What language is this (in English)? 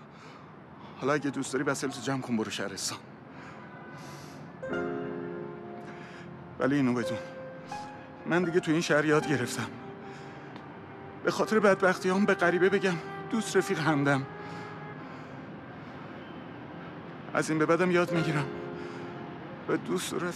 Persian